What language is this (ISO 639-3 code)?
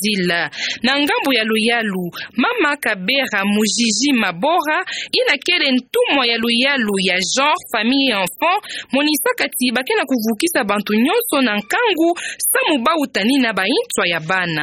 ktu